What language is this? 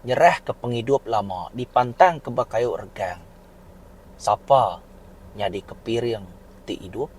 Iban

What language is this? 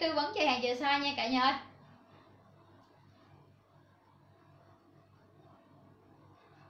Vietnamese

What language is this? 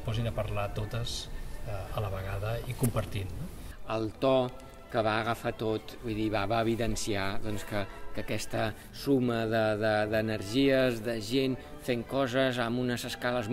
Catalan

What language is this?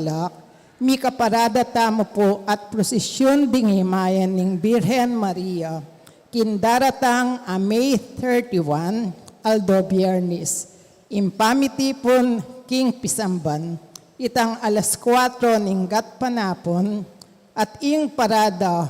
Pampanga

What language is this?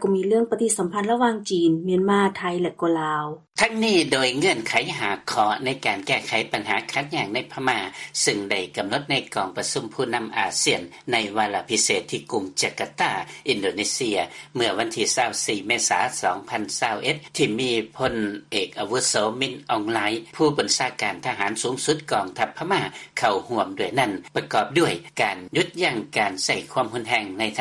Lao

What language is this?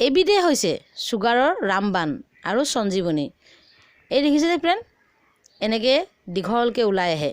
Assamese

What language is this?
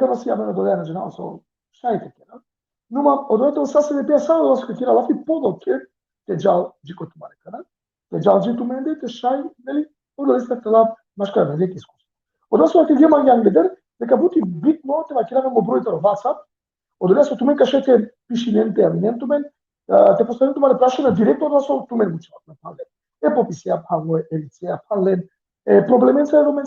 Balkan Romani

